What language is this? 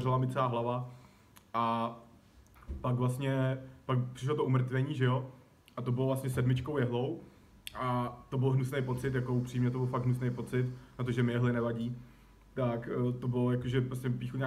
Czech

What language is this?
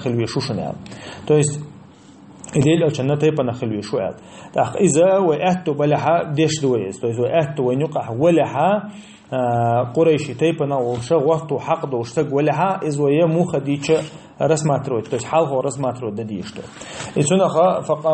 Chechen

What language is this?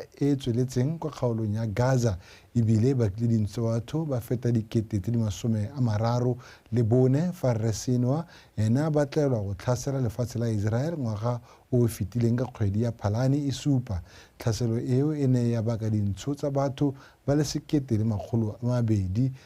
Tswana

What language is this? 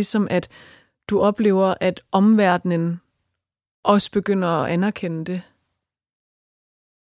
Danish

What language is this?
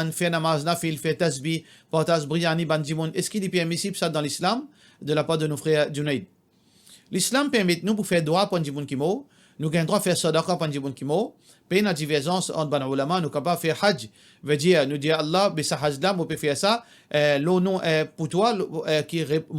Morisyen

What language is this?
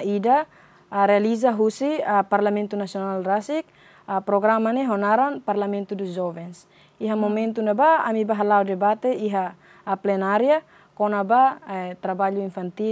Tetum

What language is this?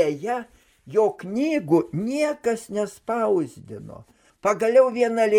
Lithuanian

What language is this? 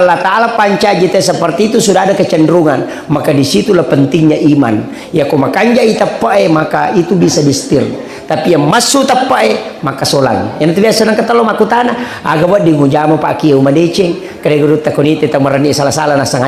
Buginese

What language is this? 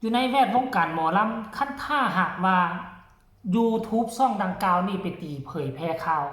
Northeastern Thai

